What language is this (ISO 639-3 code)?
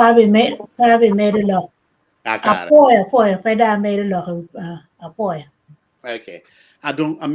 ach